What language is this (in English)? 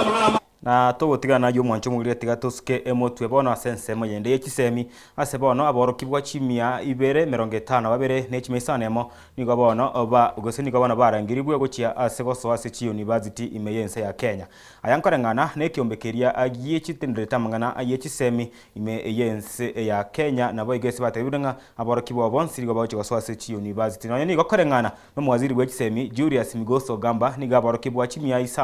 Gusii